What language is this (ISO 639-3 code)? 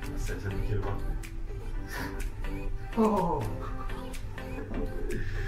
tur